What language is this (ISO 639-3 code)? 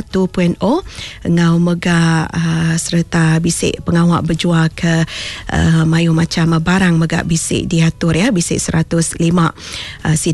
iba